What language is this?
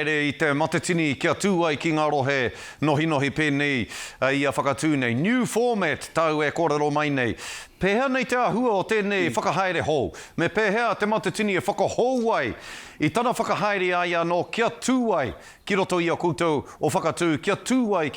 Māori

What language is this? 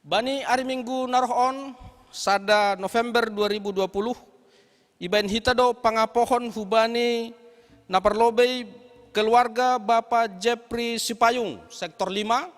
Batak Simalungun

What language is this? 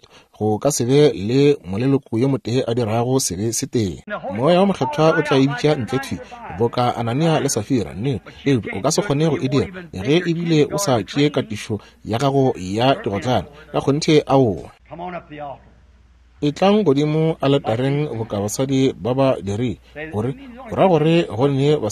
Northern Sotho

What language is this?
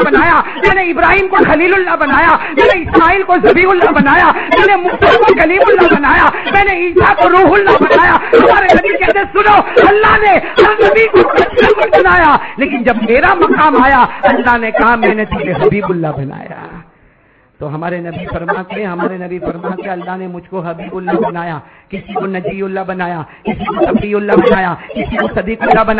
Urdu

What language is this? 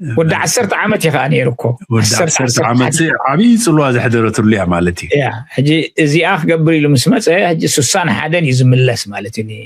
Tigrinya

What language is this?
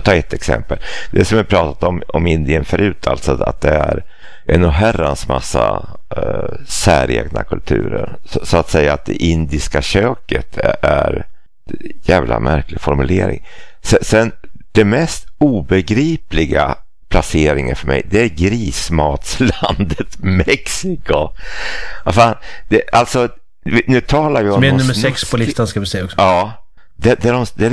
Swedish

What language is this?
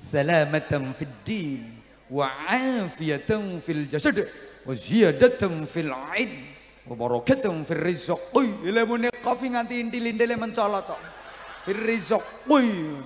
Javanese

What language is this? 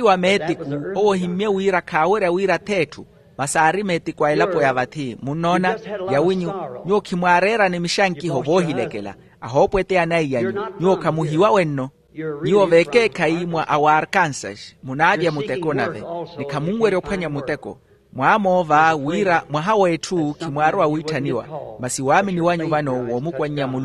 Makhuwa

